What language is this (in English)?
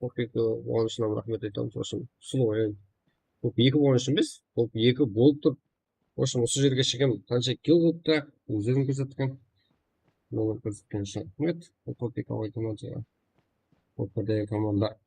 Kara-Kalpak